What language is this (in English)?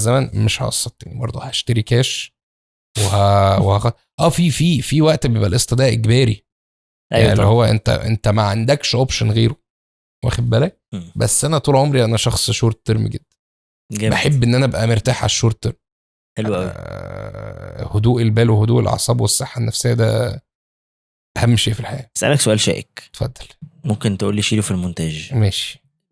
Egyptian Arabic